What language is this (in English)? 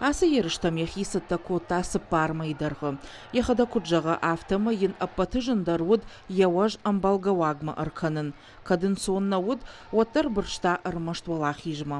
Ossetic